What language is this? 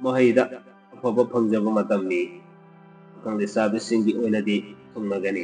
Manipuri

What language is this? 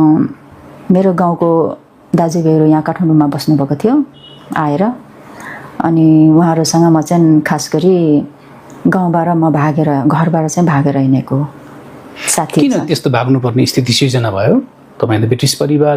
Nepali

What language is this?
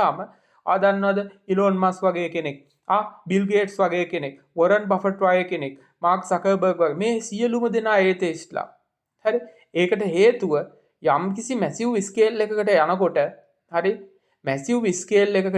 Sinhala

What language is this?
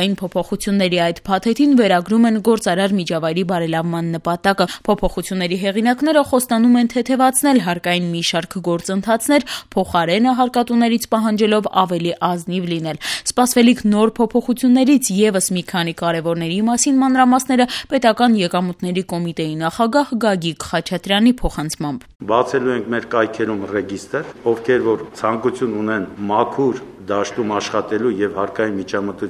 Armenian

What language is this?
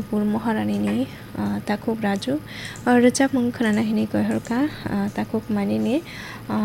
Kok Borok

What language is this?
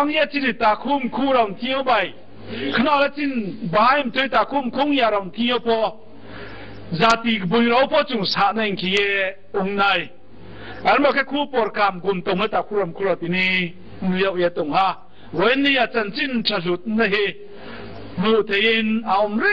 Riang (India)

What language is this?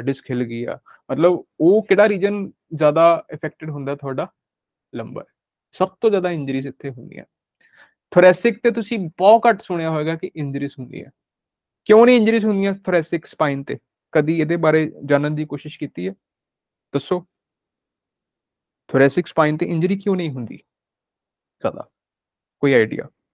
Punjabi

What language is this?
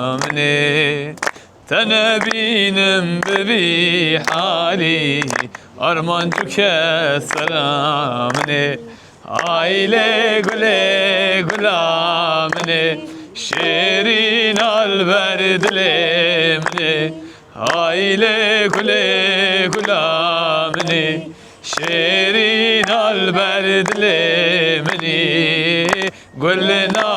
Kurdish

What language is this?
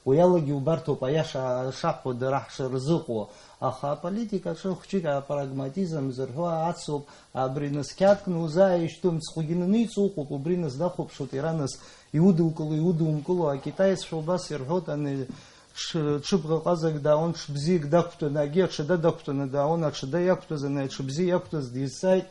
Abkhazian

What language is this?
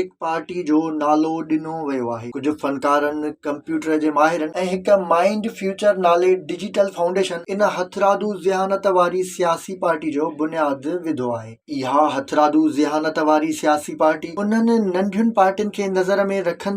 Sindhi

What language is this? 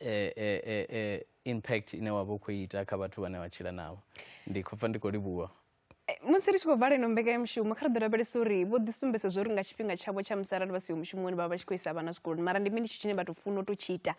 Venda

